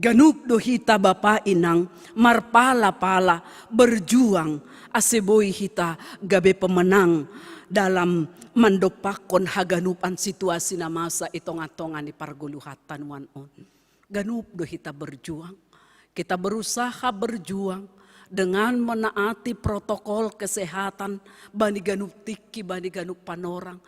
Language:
Batak Simalungun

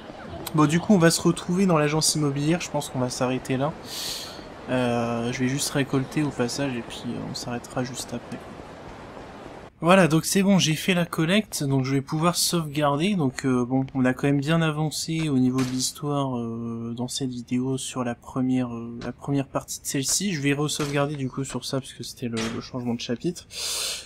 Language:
French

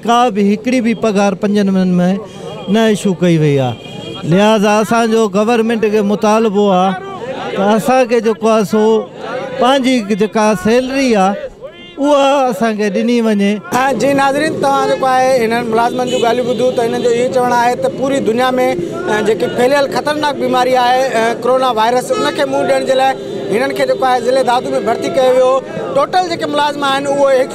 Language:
Sindhi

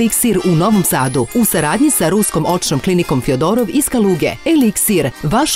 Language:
Serbian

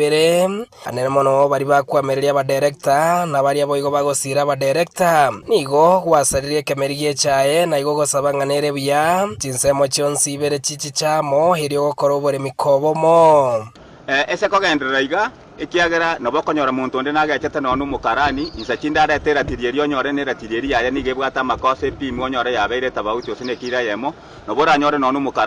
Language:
Gusii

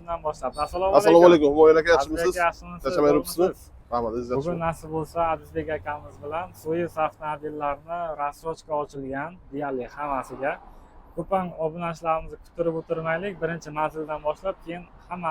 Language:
Uzbek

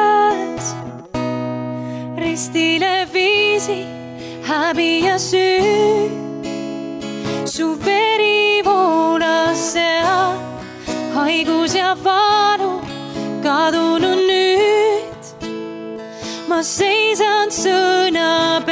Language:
Estonian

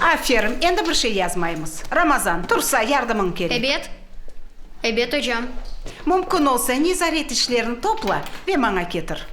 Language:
Crimean Tatar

